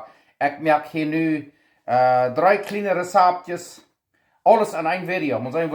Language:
Plautdietsch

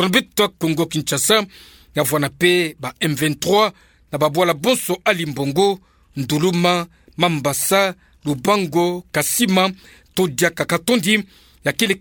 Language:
Kituba (Democratic Republic of Congo)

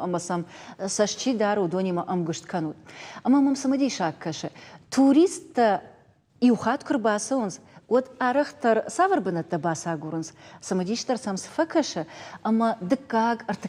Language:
Ossetic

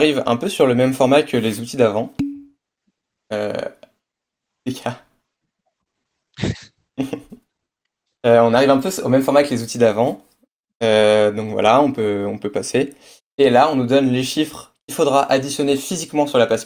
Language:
French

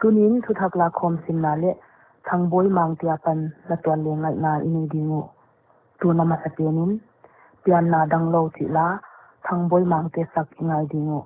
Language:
Paite Chin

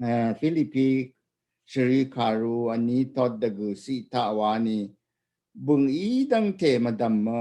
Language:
Rawang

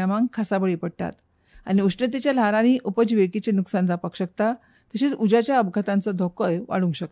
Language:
Konkani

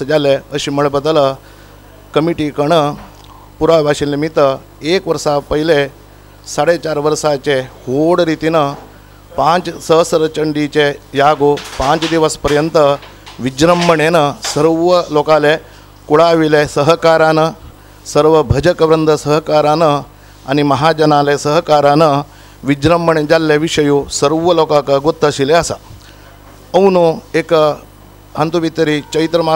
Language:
Konkani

